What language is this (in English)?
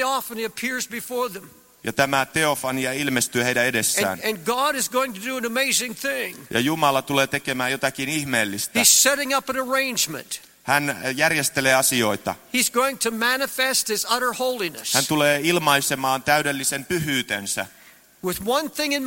Finnish